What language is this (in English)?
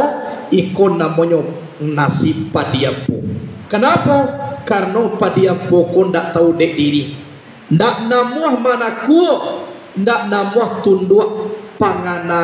Minangkabau